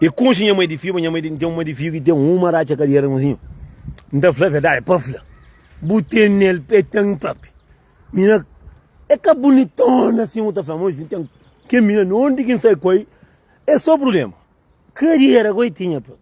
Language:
Kabuverdianu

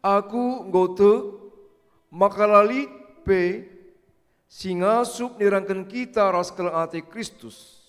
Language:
Batak Karo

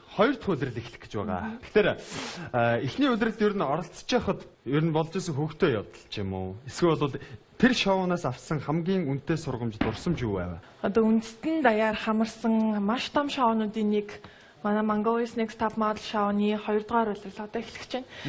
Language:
Mongolian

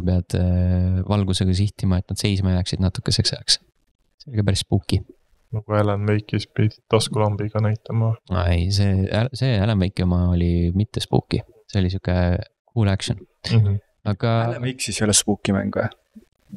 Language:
Estonian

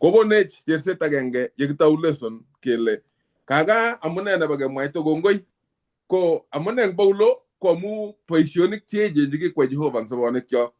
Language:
Kalenjin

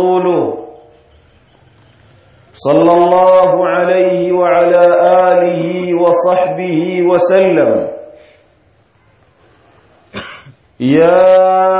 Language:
Swahili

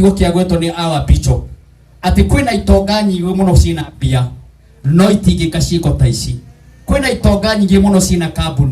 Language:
Kikuyu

